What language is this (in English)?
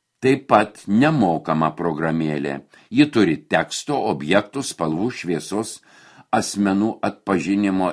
Lithuanian